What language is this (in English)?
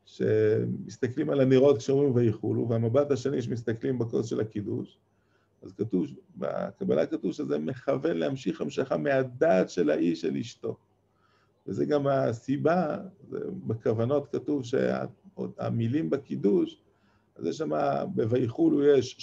Hebrew